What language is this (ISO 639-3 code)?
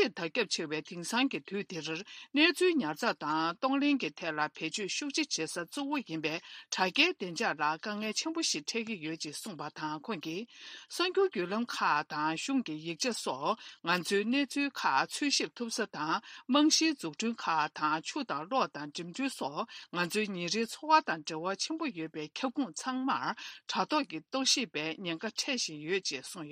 bod